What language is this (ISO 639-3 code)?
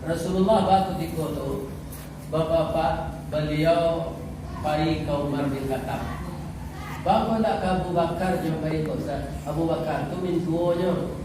min